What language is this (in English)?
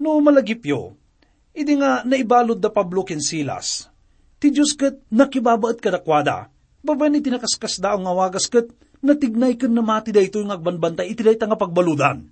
Iloko